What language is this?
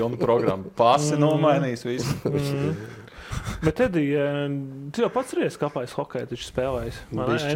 Latvian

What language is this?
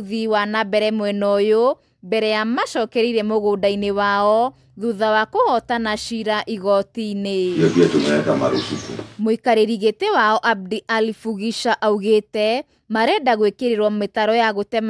Kikuyu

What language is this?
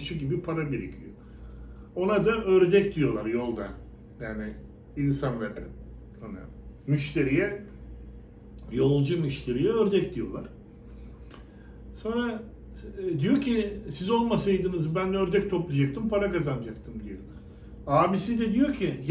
Turkish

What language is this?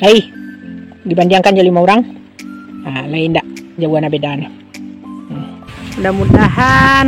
Minangkabau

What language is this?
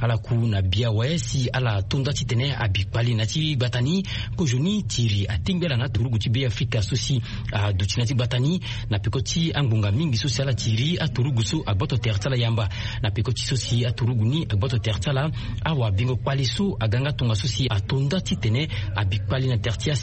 Sango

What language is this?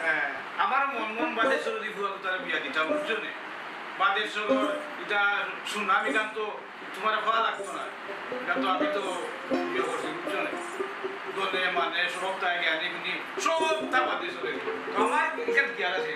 Sylheti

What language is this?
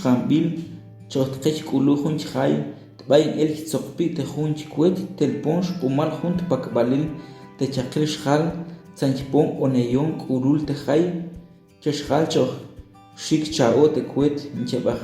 Tektiteko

